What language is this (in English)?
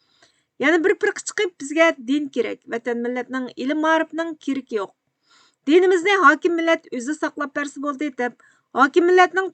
Uyghur